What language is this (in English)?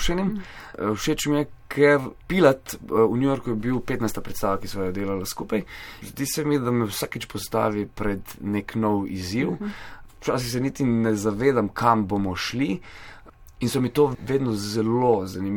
Slovenian